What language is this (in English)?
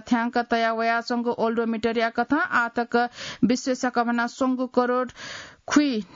Newari